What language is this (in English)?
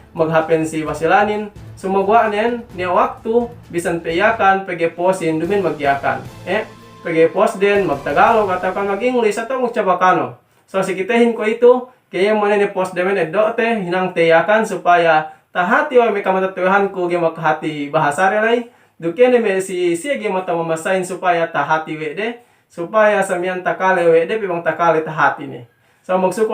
Yakan